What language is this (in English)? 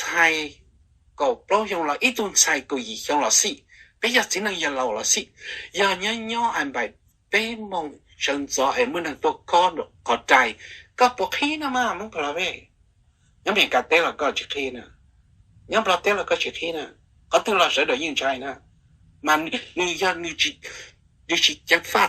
Hmong